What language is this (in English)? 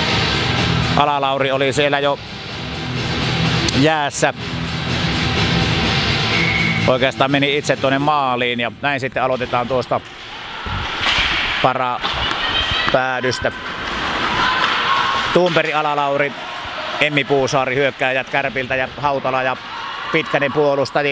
Finnish